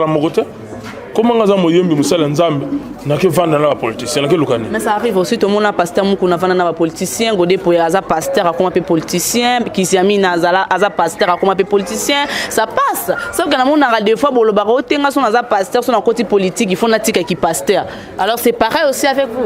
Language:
Lingala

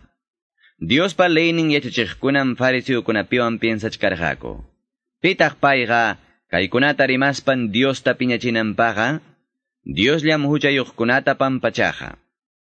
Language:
Quechua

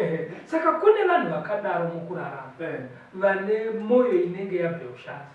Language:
Shona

